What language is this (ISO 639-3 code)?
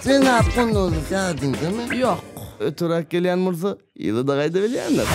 tuk